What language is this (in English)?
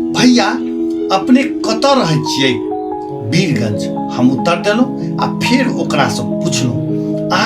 Maithili